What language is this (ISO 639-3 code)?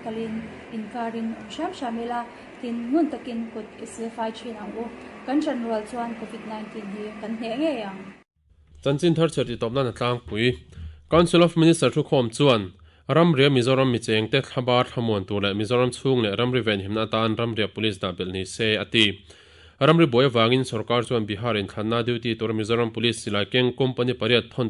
lus